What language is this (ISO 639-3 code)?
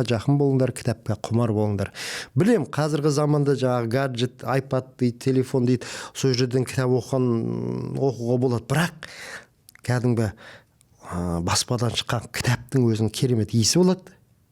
kaz